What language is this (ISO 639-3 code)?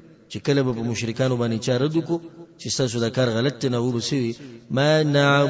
pus